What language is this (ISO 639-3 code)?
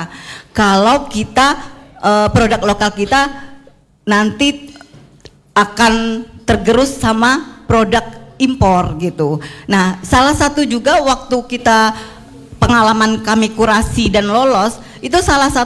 ind